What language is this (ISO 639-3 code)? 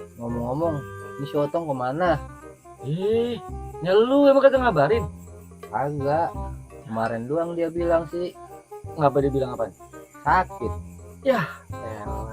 bew